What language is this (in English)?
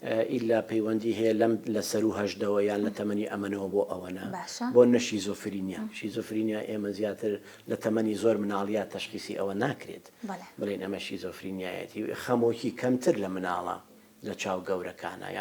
Central Kurdish